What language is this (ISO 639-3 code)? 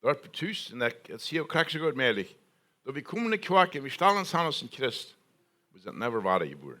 pdt